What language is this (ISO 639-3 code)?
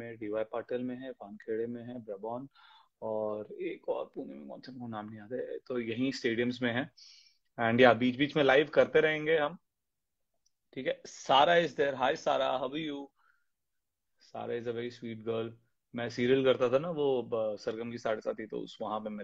hin